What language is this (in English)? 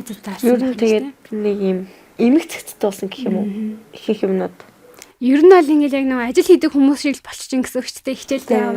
Mongolian